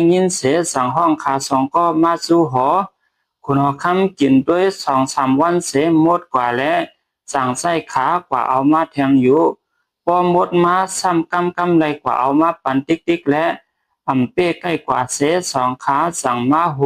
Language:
Shan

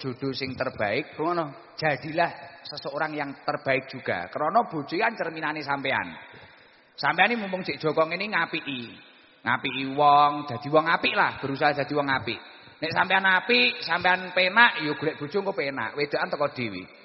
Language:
Javanese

